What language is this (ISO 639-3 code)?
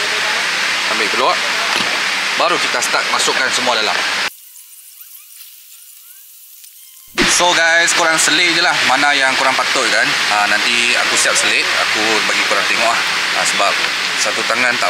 msa